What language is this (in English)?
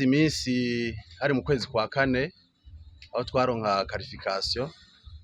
Rundi